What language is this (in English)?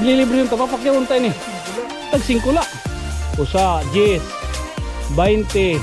Waray